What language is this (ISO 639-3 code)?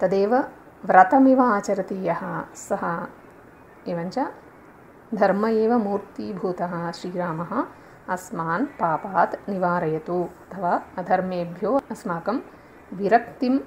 san